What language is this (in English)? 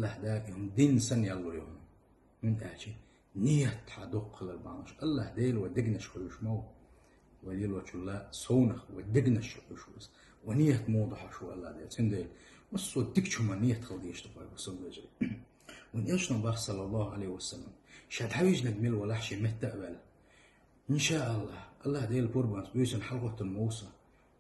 Chechen